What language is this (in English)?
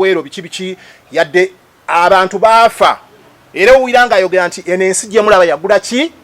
Ganda